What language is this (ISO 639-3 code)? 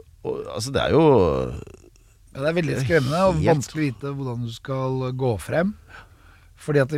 nor